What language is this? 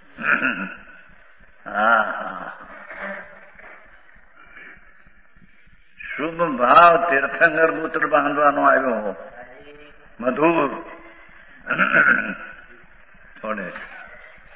Gujarati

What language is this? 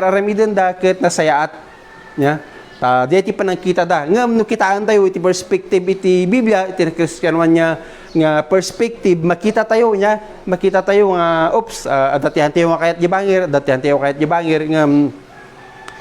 Iloko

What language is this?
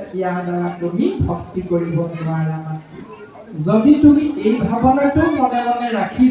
Assamese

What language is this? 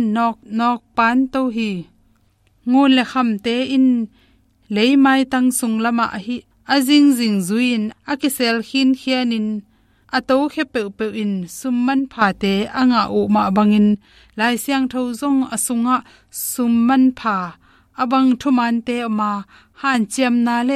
Tedim Chin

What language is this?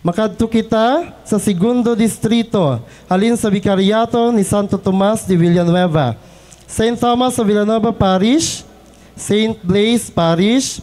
Hiligaynon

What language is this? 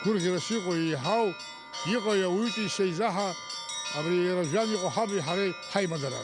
Abkhazian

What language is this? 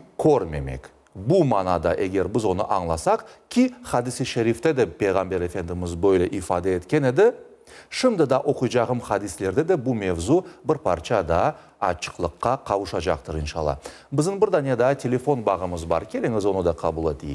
Crimean Tatar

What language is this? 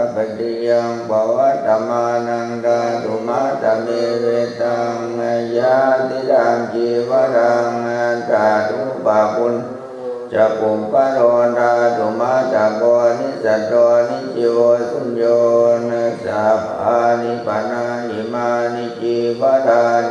Pali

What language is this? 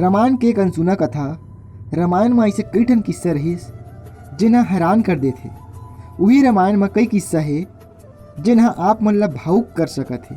Chhattisgarhi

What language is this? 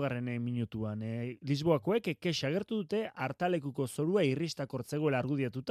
Basque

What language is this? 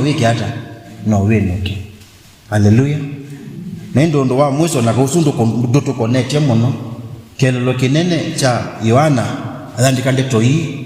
Kamba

